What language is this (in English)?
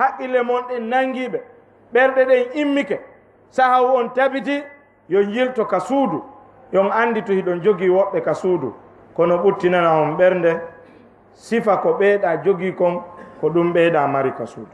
Fula